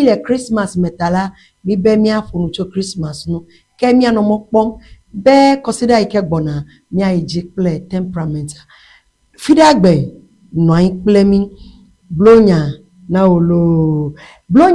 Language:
Ewe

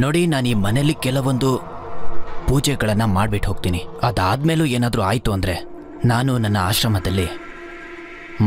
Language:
Kannada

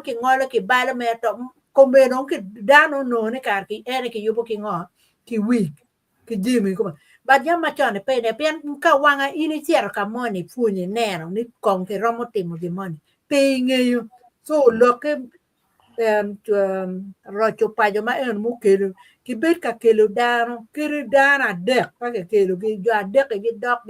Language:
Acoli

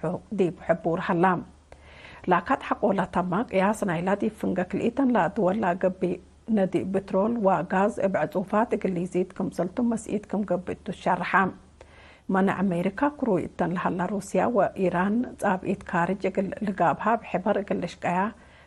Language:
Tigre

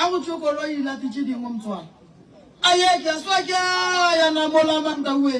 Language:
Northern Sotho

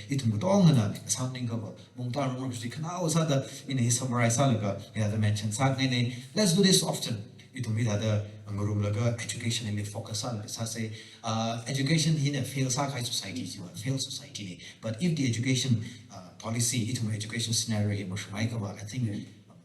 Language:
Tangkhul Naga (India)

